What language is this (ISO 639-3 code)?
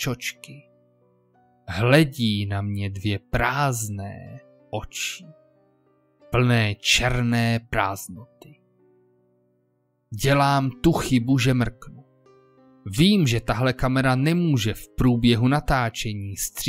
ces